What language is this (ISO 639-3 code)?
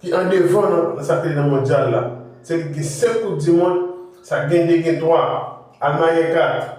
hat